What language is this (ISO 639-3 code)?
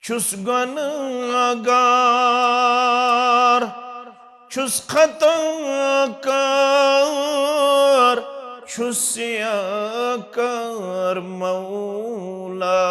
kas